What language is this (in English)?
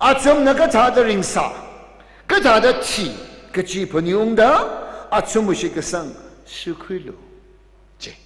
Tangkhul Naga (India)